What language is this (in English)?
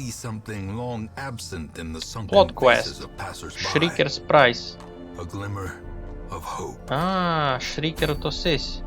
Rusyn